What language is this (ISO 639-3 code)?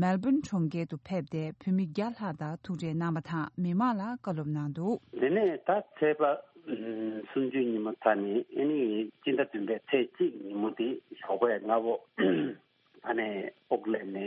bod